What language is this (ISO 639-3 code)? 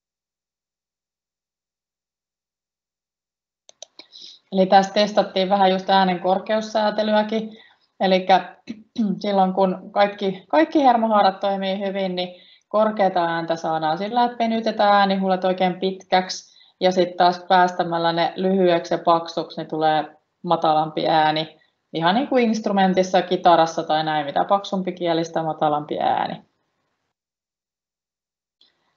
fin